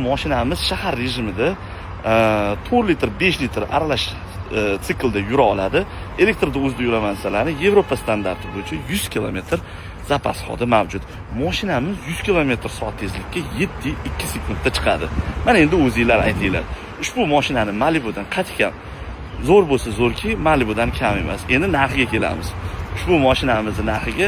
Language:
Uzbek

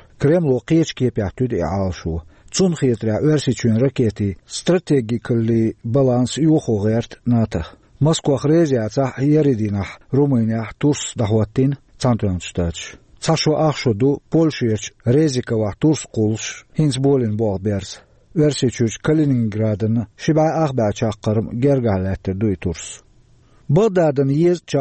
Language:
Chechen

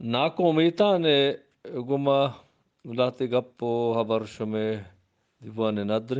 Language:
Eastern Balochi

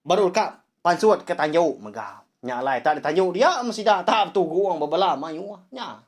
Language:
Iban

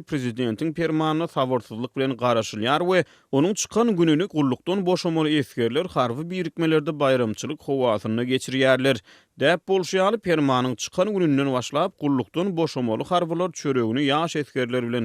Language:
Turkmen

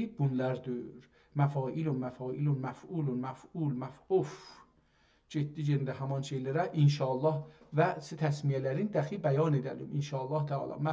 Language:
South Azerbaijani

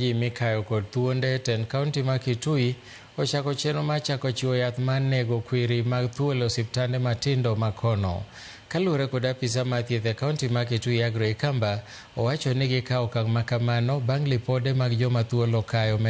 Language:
Luo (Kenya and Tanzania)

